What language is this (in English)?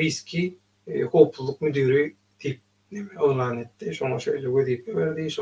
Turkmen